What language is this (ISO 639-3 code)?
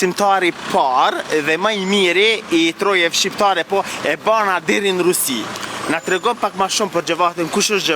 sqi